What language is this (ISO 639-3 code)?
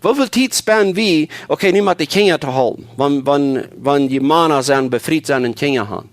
pdt